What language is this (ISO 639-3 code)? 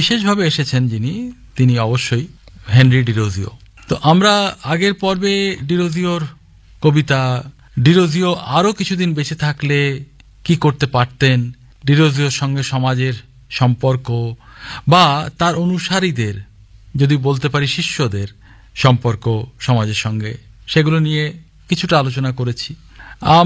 ben